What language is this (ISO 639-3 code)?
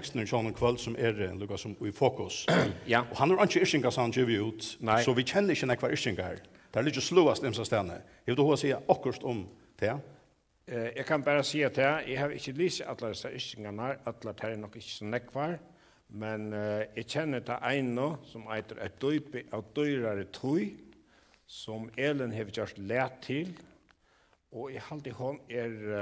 fao